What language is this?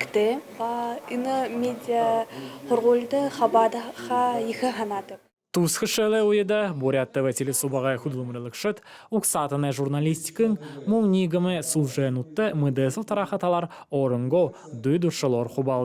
Buriat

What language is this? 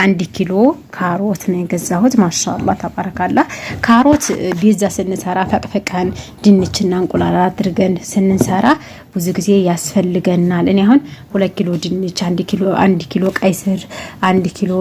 Amharic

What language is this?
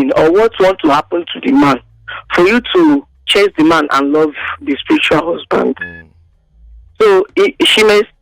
Nigerian Pidgin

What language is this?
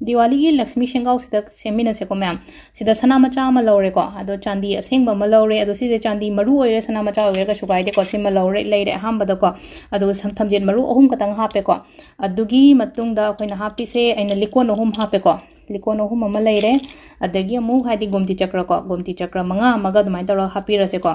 Manipuri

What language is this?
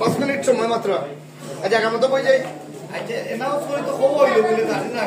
Sylheti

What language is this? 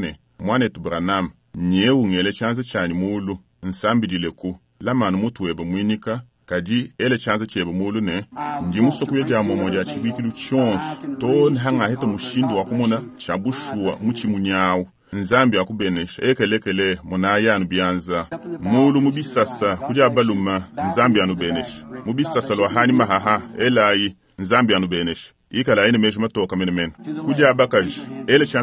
Luba-Lulua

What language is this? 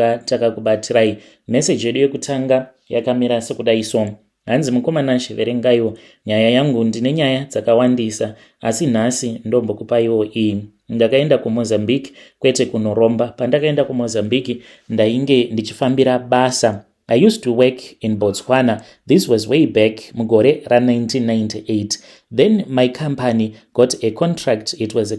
Shona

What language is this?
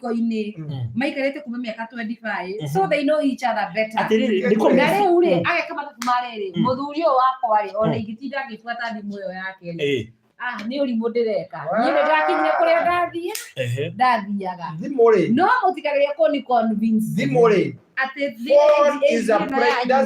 Kikuyu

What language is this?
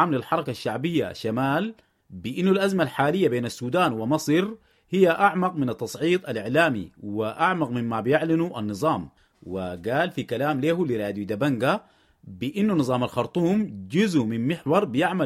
Sudanese Arabic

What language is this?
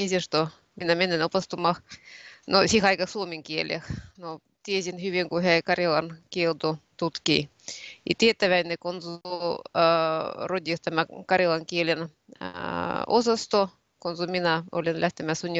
Finnish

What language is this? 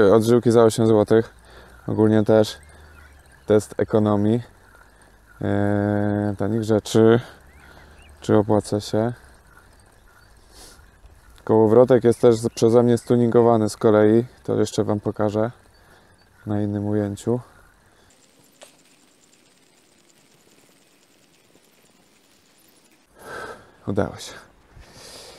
Polish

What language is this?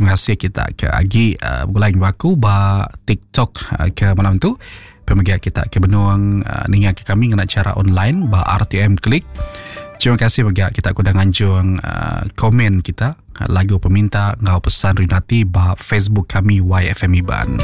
Iban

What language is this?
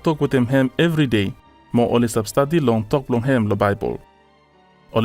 Bislama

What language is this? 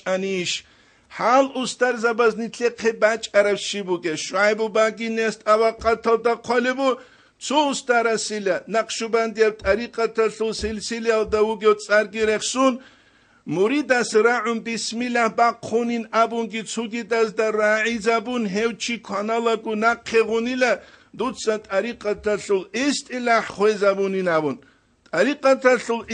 Avaric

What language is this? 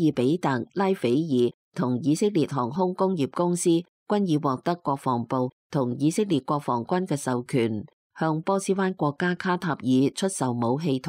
Cantonese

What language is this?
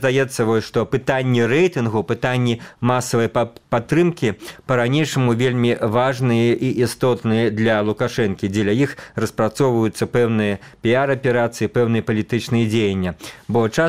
Belarusian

